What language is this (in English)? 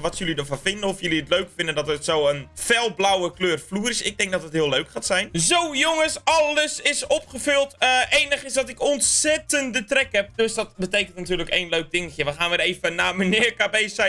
Dutch